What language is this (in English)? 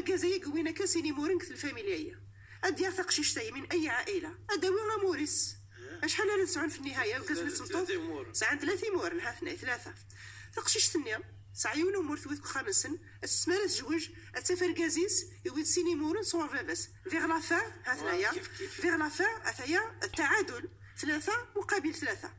Moroccan Arabic